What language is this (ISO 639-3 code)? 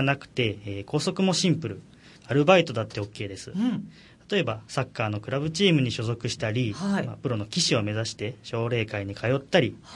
jpn